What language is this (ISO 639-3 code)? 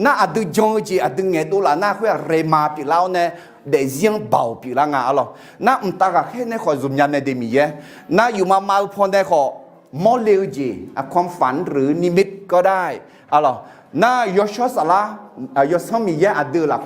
ahk